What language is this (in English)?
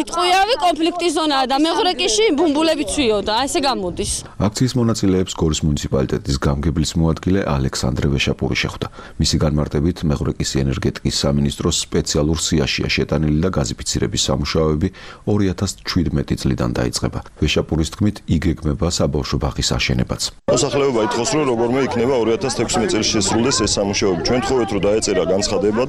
Georgian